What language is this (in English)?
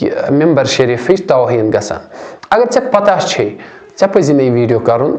Kashmiri